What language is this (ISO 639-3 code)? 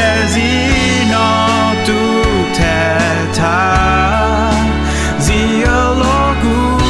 ahk